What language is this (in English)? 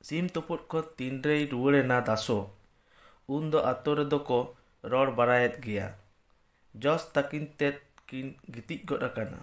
Santali